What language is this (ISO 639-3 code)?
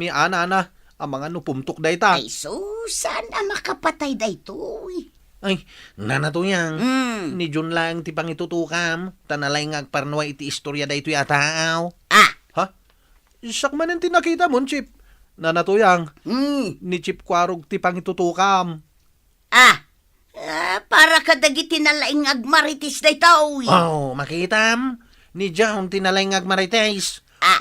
ilo